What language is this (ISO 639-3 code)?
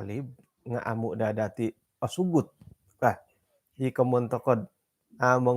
dtp